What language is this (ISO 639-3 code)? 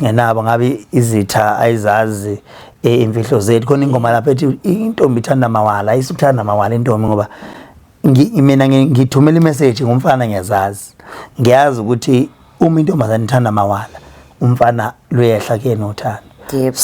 zul